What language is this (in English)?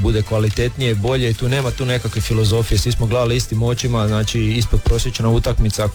Croatian